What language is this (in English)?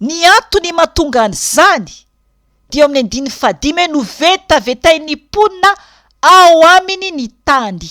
Malagasy